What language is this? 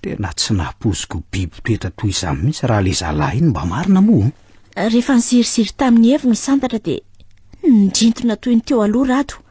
Malagasy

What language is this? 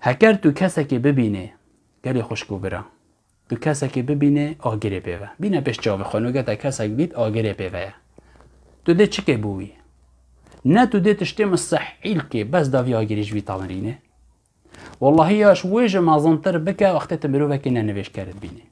Kurdish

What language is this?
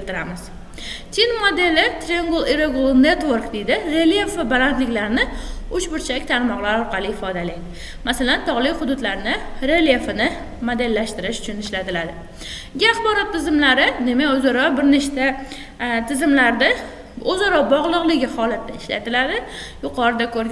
Uzbek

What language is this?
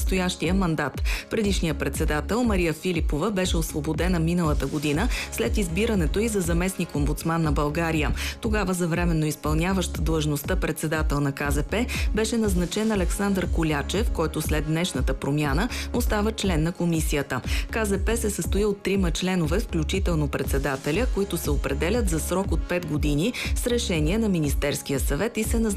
Bulgarian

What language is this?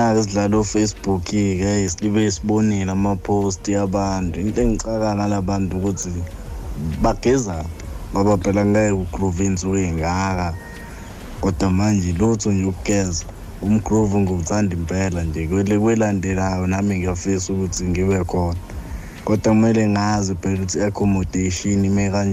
Zulu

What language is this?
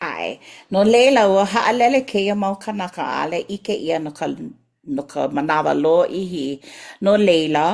Hawaiian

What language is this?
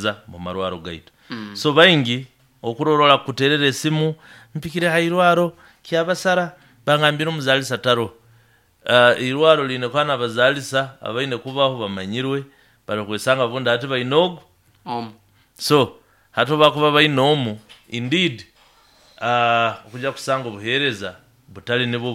Nyoro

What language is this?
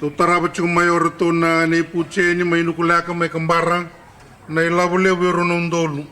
Fijian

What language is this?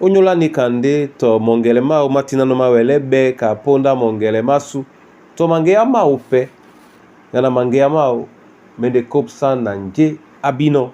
Duala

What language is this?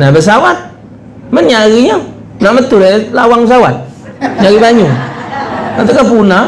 Musi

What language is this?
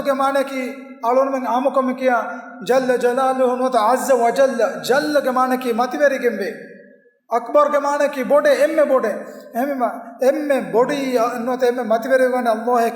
Divehi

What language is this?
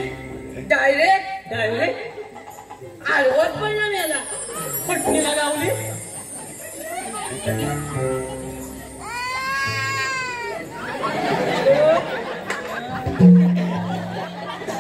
Marathi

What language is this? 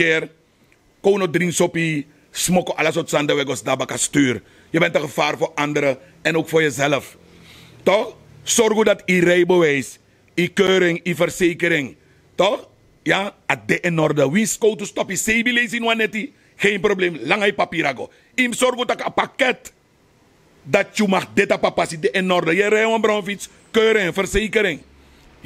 Sranan Tongo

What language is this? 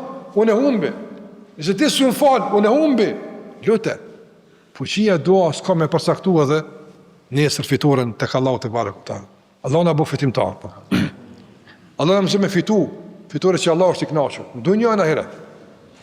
Albanian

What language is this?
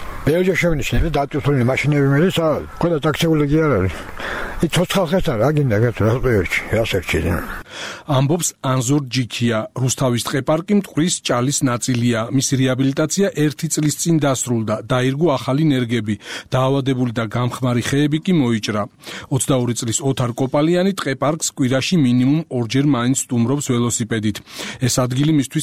Georgian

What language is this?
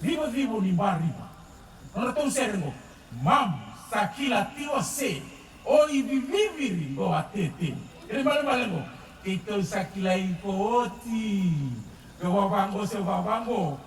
Fijian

